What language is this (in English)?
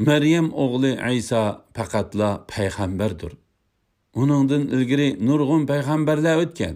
Uyghur